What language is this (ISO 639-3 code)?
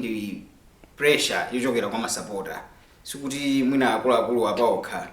nya